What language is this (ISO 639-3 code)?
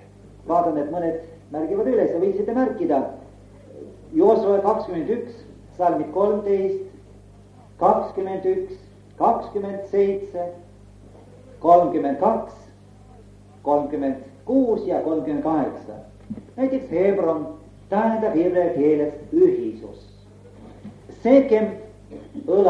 est